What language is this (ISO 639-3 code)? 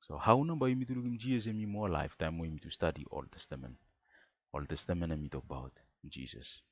bis